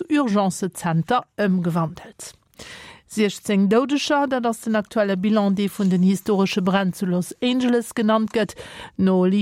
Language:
Luxembourgish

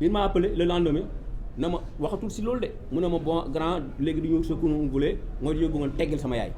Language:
Wolof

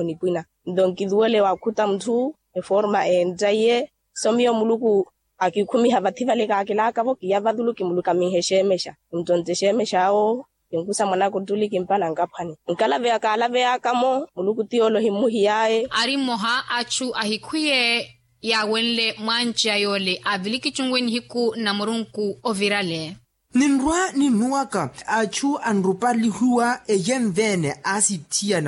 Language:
Makhuwa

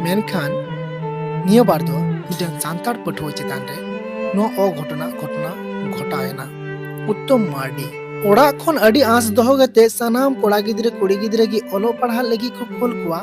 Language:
Santali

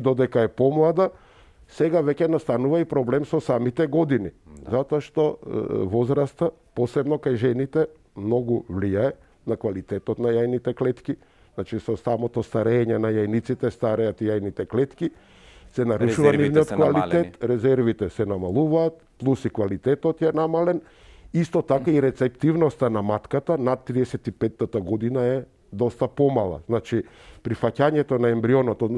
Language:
Macedonian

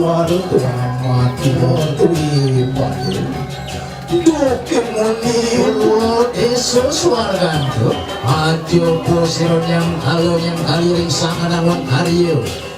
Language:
Balinese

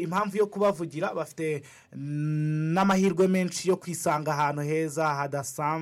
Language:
Kinyarwanda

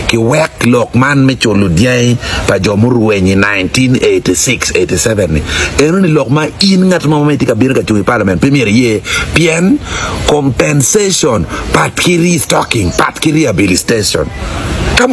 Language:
Acoli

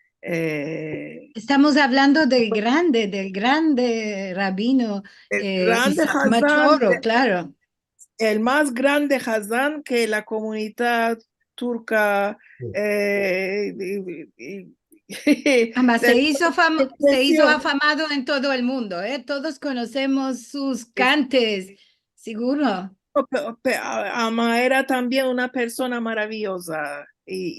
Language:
Ladino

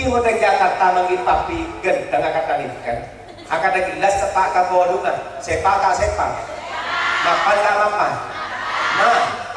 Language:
Madurese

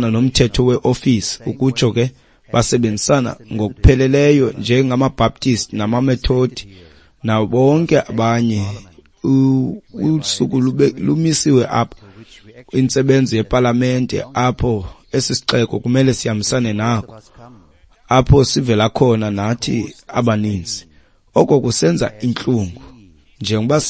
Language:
Xhosa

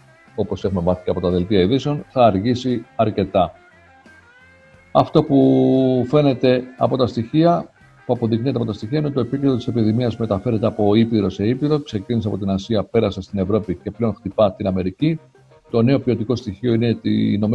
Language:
Greek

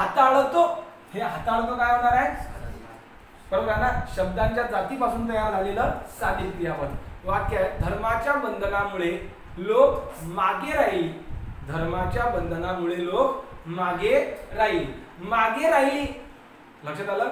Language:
Marathi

